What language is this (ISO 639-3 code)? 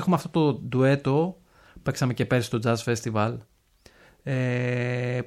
ell